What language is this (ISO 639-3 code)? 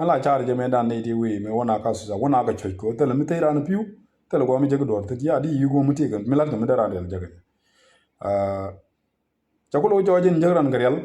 nus